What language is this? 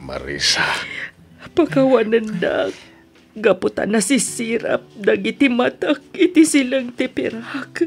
Iloko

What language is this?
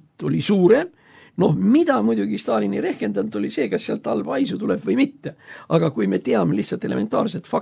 Estonian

